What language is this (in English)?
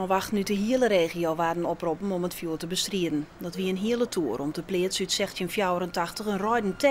Western Frisian